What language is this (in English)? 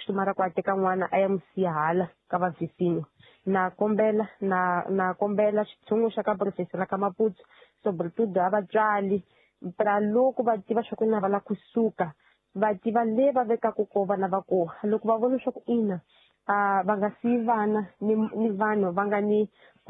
Tsonga